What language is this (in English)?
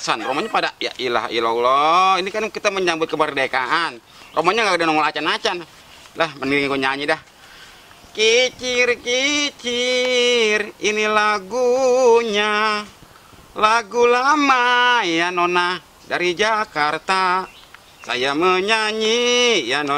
Betawi